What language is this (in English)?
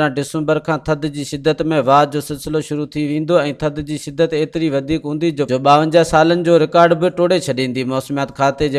Sindhi